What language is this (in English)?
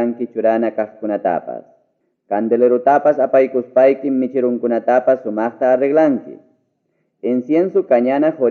Ayacucho Quechua